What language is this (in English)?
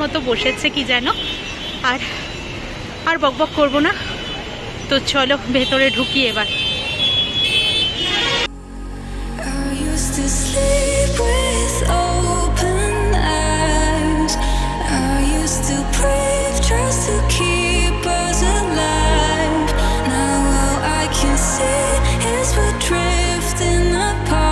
Bangla